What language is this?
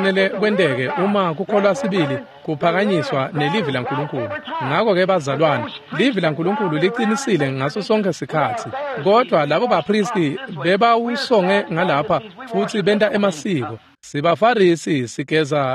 Swati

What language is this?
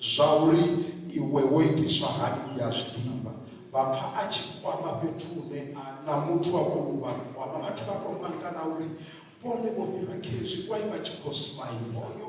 Venda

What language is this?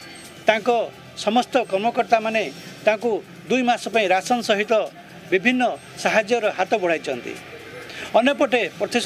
Odia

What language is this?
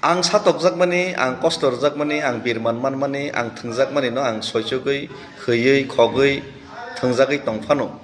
Kok Borok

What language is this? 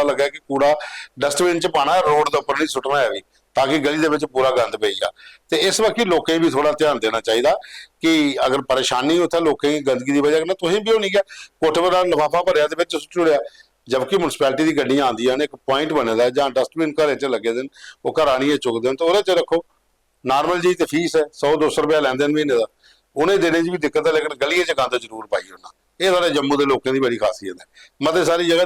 Dogri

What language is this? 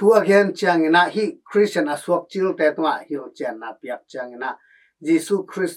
Tedim Chin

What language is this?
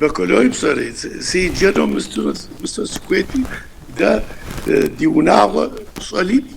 Kabardian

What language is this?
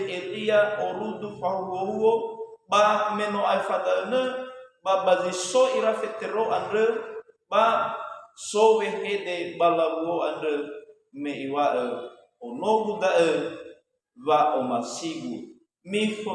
Nias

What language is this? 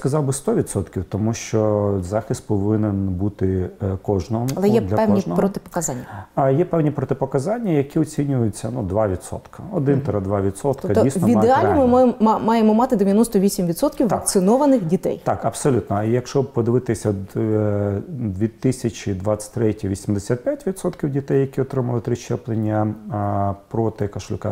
Ukrainian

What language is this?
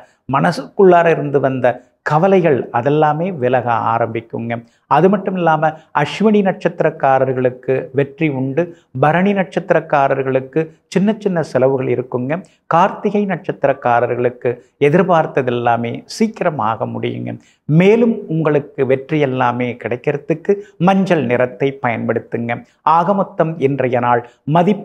Tamil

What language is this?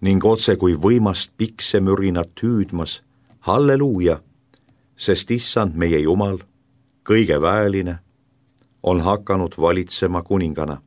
Estonian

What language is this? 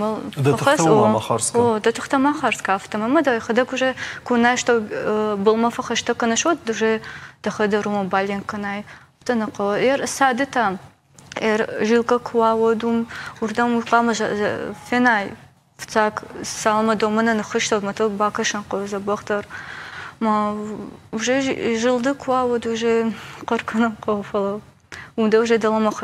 Ossetic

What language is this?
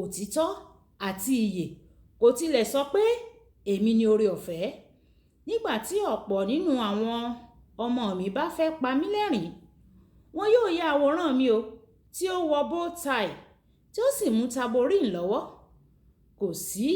Yoruba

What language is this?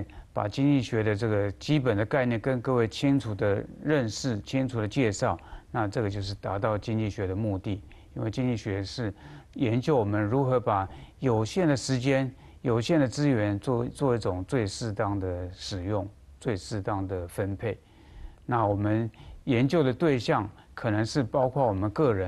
Chinese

